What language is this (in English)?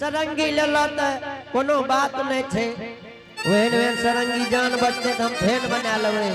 Angika